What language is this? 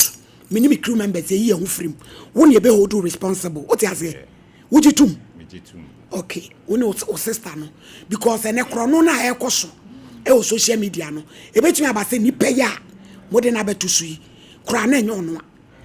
Akan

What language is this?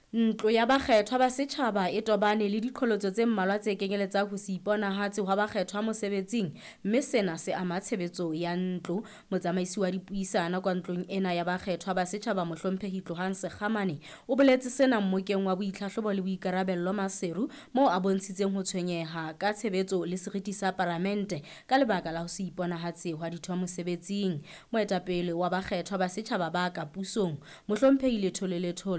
Southern Sotho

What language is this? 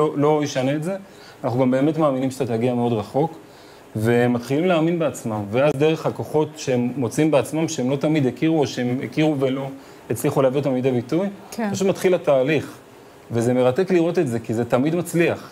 Hebrew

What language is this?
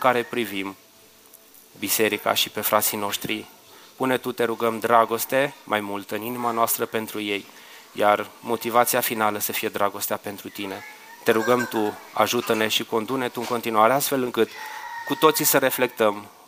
Romanian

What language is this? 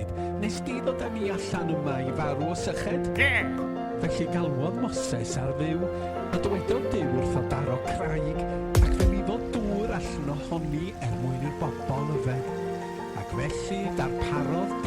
Welsh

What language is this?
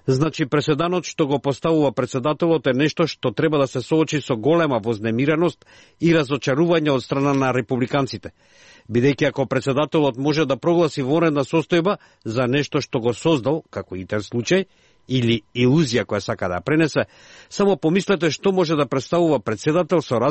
Macedonian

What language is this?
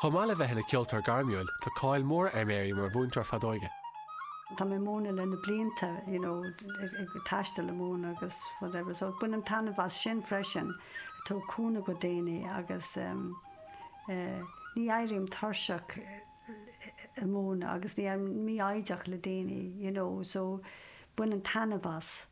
Irish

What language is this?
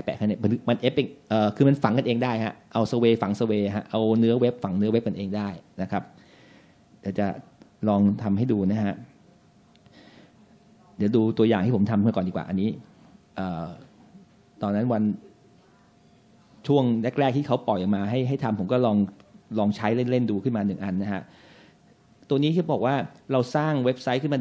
Thai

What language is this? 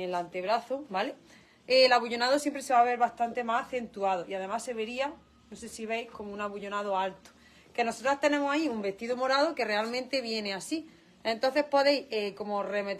Spanish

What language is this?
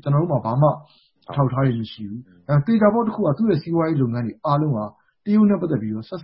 Burmese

